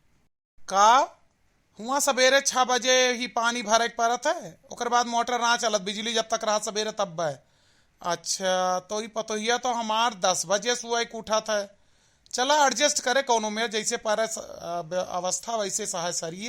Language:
Awadhi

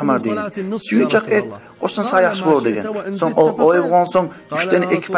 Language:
Kumyk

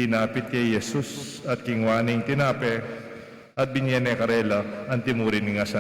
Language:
Pampanga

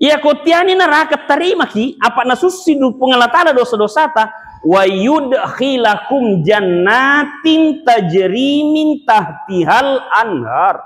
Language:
Buginese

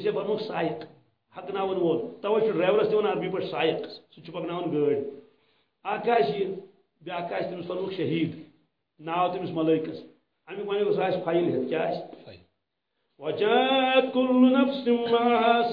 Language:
Kashmiri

